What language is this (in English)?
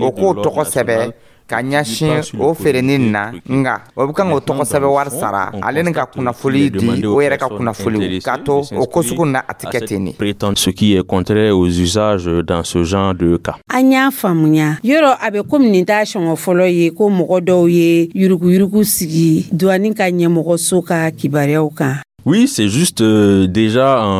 Dyula